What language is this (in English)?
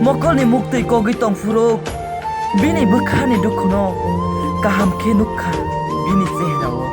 Kok Borok